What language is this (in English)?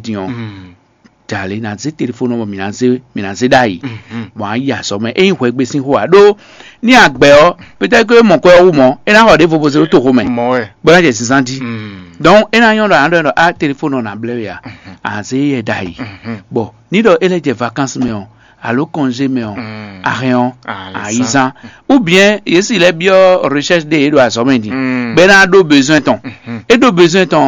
Fon